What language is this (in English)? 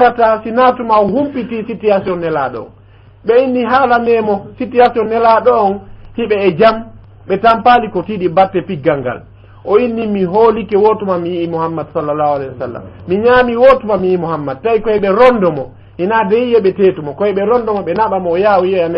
Fula